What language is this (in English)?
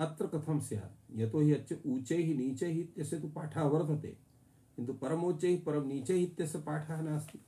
Sanskrit